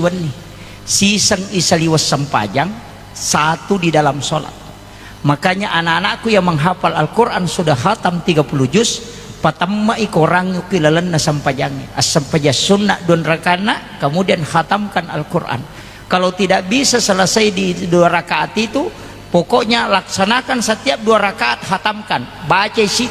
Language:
Buginese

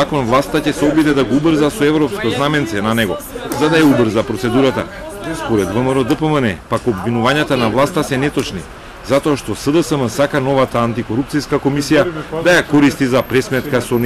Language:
Macedonian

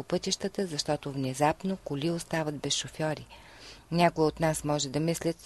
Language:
Bulgarian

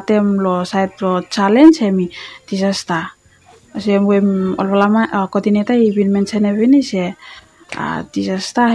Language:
Bislama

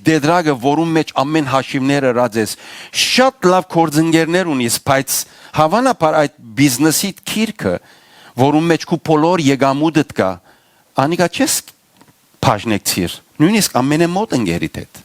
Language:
Western Armenian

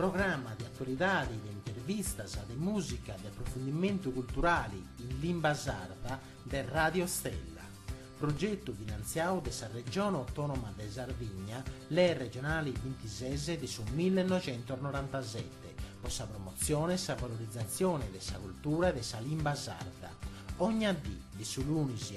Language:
Sardinian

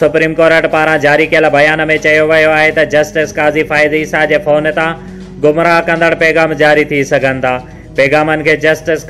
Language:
Sindhi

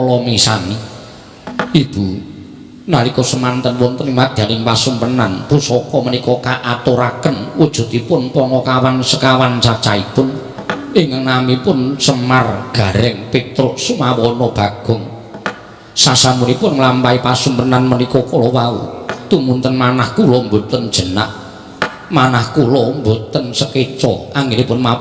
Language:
Javanese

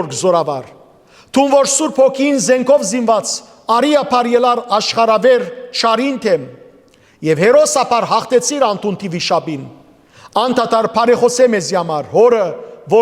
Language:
Western Armenian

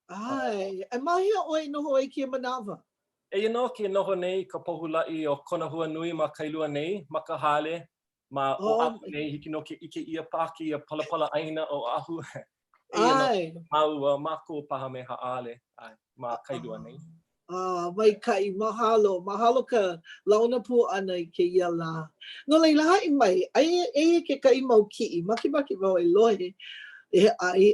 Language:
Hawaiian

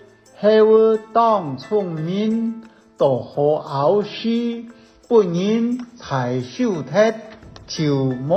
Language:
Hakka Chinese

